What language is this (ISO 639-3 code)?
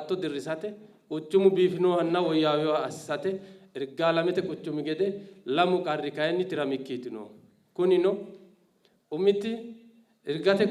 sid